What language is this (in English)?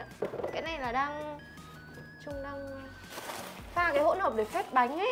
Vietnamese